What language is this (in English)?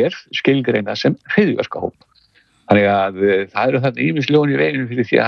Icelandic